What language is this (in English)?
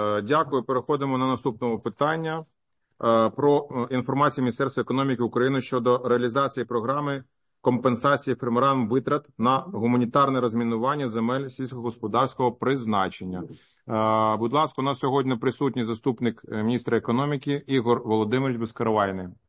Ukrainian